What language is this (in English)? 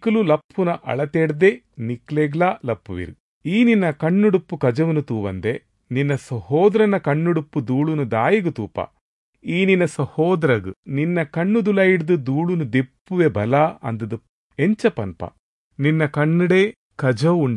Tulu